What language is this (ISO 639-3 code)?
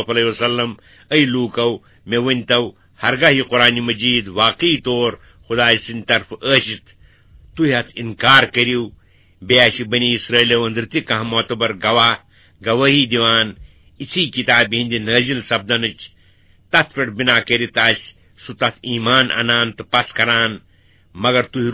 kas